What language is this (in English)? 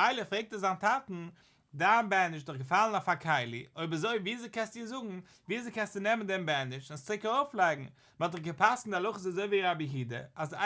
Yiddish